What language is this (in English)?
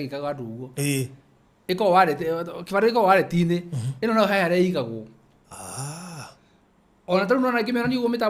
Kikuyu